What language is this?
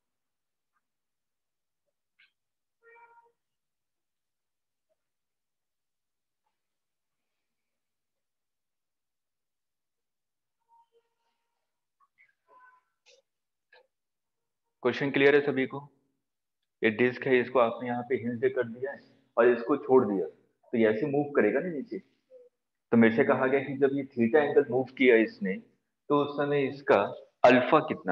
Hindi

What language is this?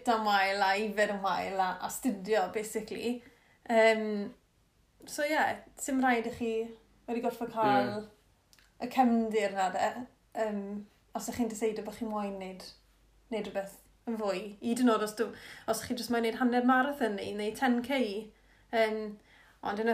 Welsh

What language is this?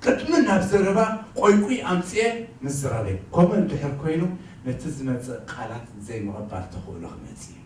Tigrinya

